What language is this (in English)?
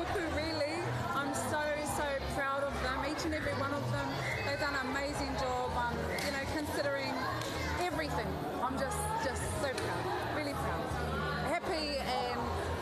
Māori